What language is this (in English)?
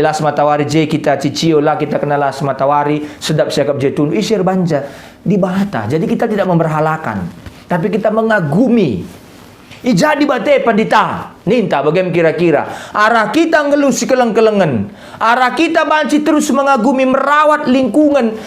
Batak Karo